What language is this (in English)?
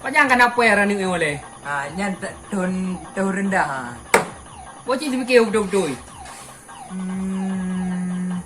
Achinese